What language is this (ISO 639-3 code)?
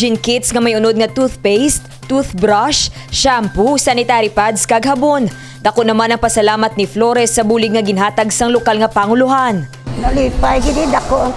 hil